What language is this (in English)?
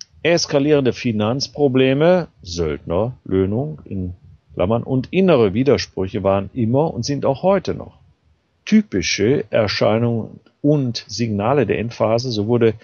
German